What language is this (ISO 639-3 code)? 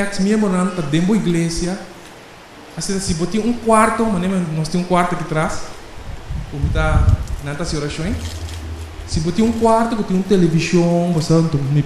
pap